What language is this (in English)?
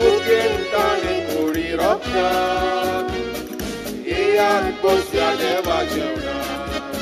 Konkani